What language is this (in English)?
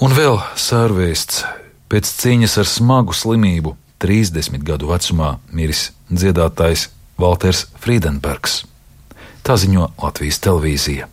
Latvian